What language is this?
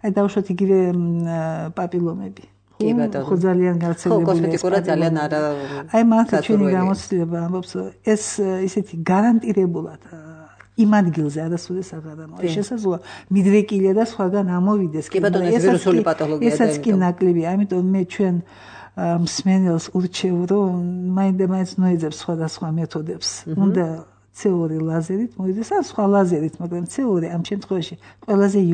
Georgian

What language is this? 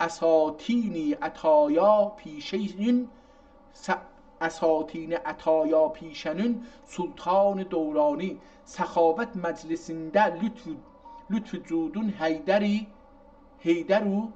South Azerbaijani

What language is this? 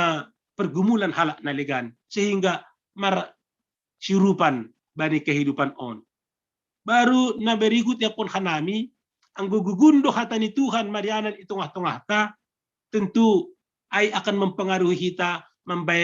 Batak Simalungun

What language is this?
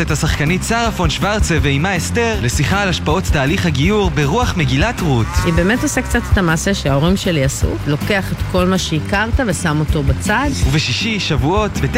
Hebrew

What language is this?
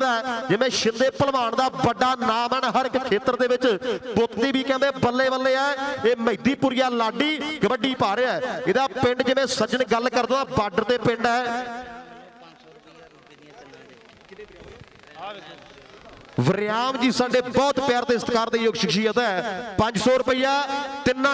Punjabi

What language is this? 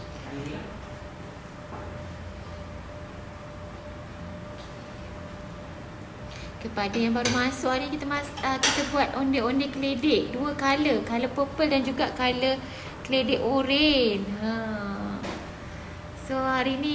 Malay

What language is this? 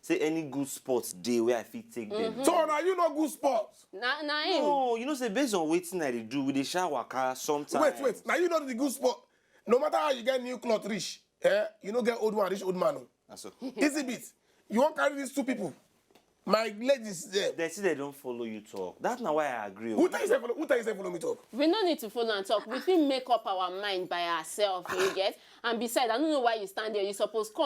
Nigerian Pidgin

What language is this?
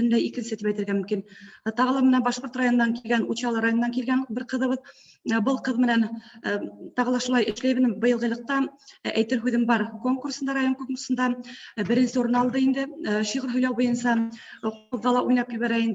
Bashkir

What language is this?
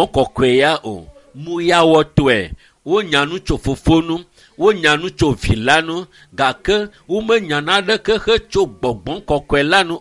Ewe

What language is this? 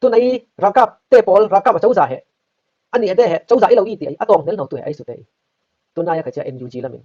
Falam Chin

